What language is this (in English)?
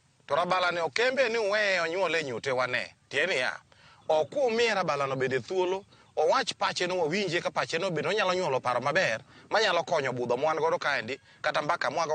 Luo (Kenya and Tanzania)